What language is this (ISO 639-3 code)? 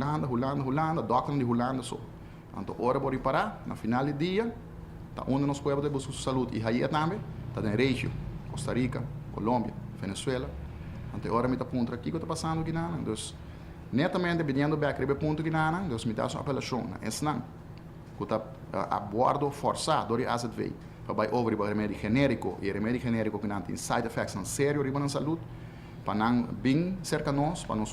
pap